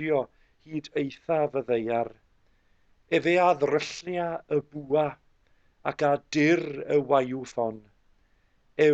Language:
Welsh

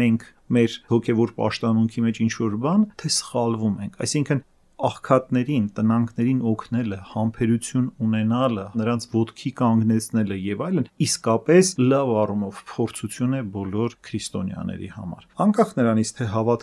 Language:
Armenian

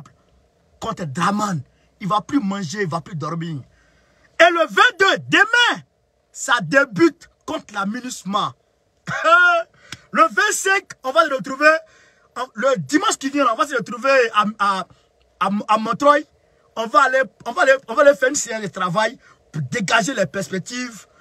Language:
French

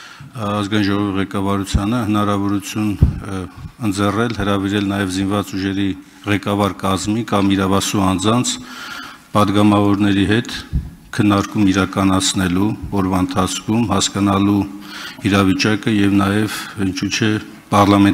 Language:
Armenian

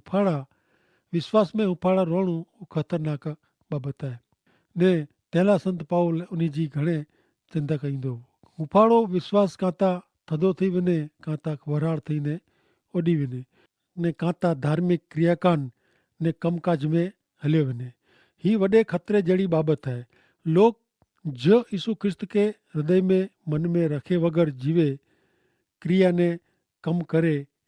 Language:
Kachhi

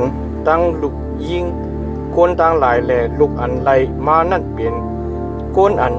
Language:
Shan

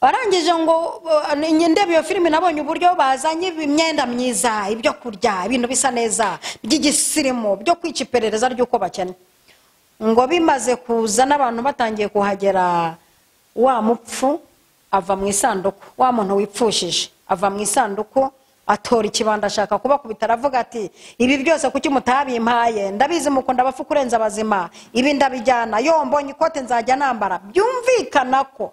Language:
Kinyarwanda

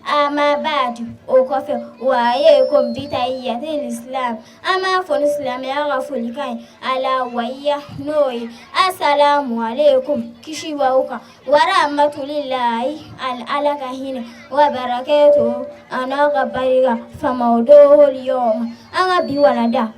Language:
Bambara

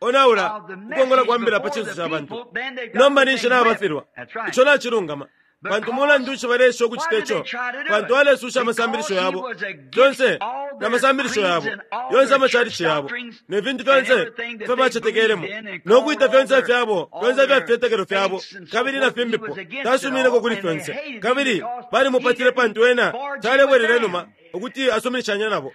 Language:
Bemba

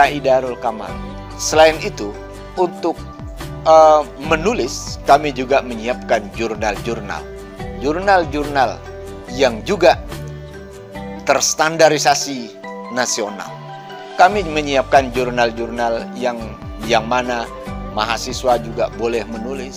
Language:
Indonesian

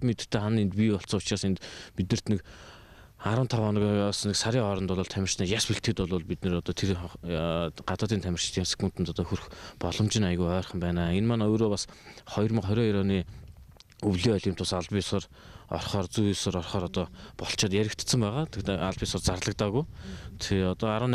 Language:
Mongolian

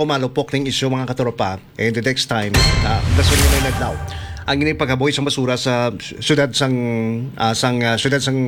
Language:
Hiligaynon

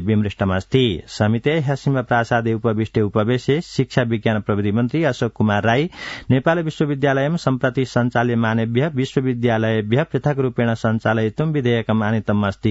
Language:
Sanskrit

